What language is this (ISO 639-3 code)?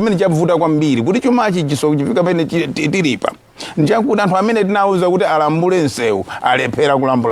nya